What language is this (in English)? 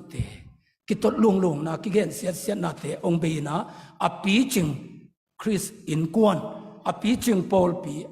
Tedim Chin